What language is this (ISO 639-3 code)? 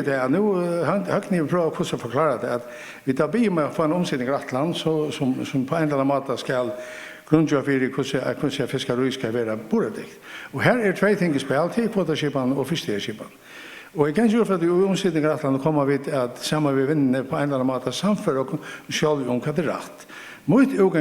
fao